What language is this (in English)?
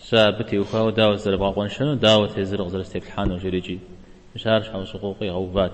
Kabardian